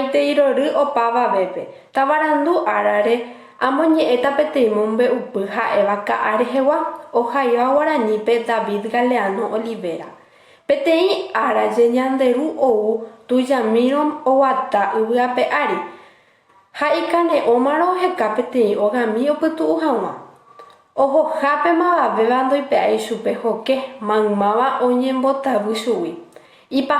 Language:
Guarani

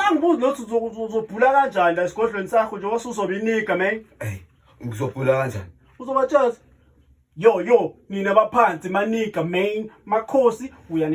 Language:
Zulu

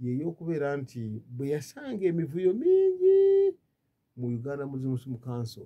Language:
Ganda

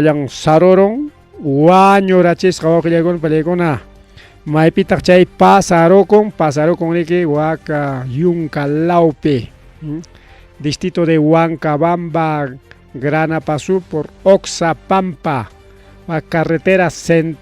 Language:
Ayacucho Quechua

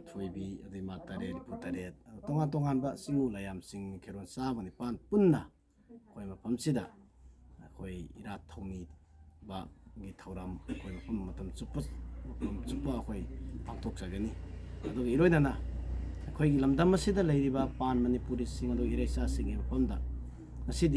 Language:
Manipuri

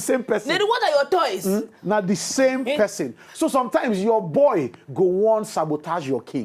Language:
Nigerian Pidgin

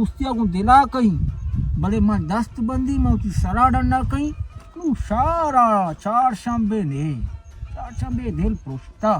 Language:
Baluchi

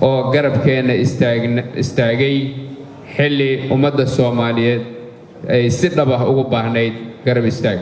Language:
Somali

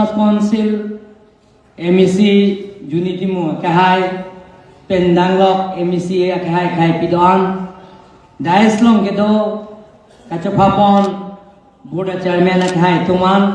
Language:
Karbi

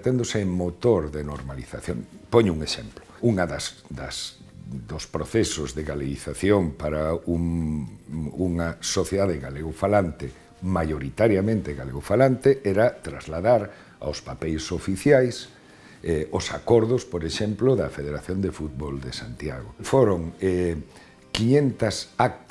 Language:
Galician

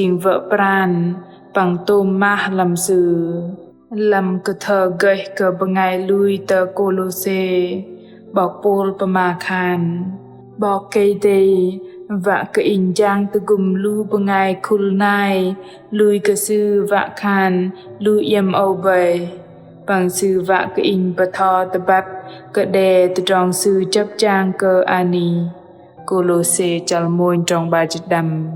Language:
Bahnar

